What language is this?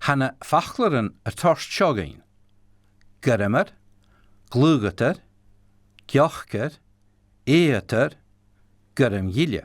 Scottish Gaelic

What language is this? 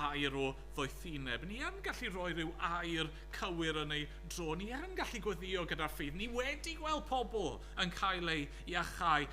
Welsh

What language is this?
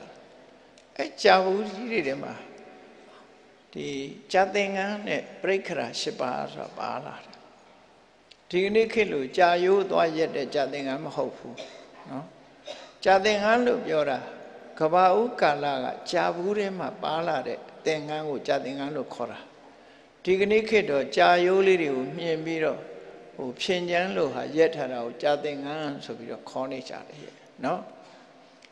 Burmese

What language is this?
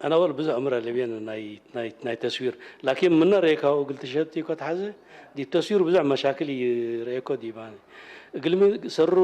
Tigre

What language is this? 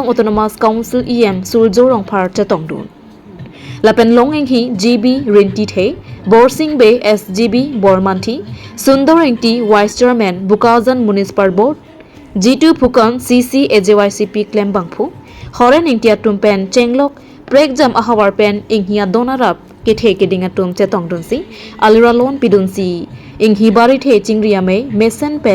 Karbi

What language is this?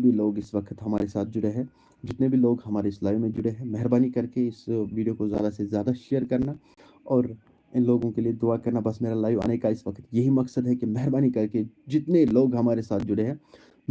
Kashmiri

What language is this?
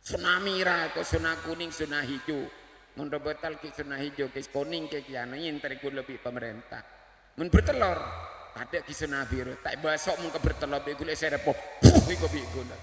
Madurese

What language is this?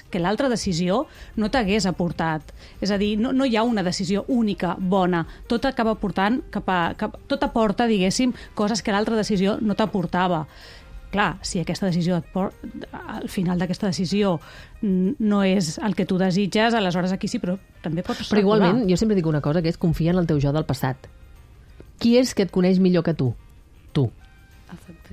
Catalan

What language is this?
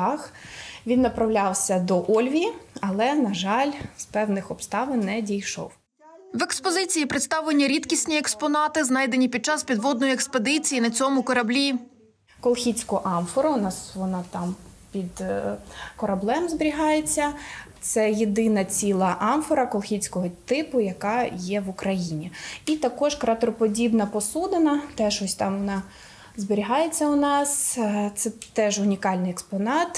Ukrainian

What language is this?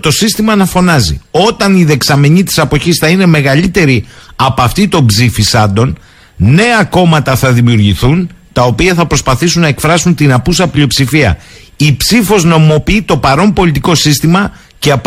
Greek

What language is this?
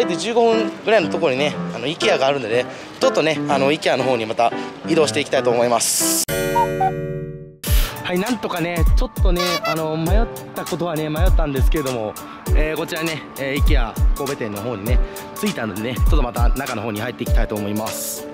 Japanese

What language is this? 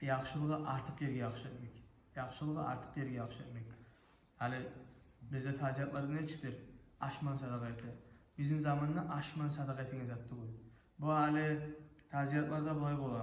Kumyk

